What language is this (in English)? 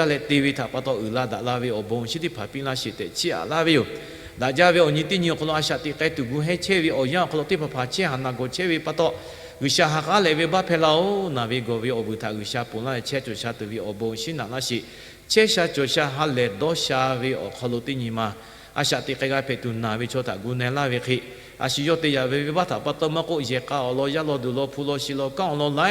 Lahu